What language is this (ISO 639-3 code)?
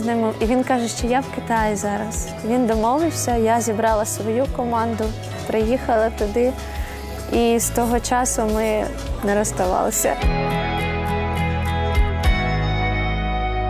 ukr